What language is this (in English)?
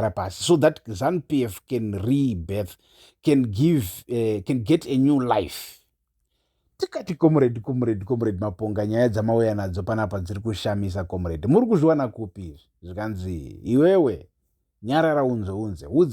Shona